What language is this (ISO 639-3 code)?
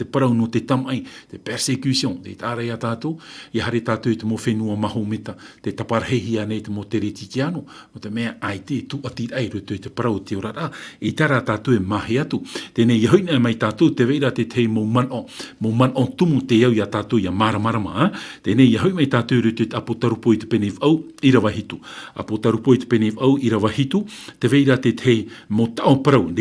tah